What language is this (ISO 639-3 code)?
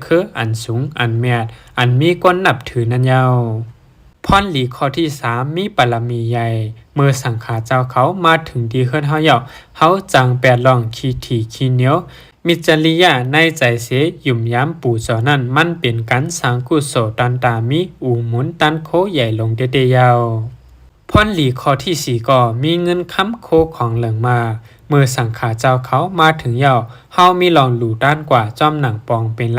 shn